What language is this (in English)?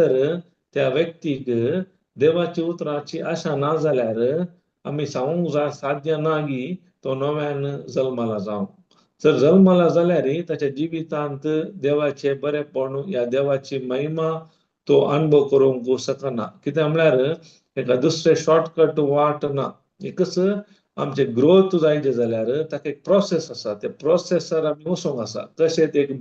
Konkani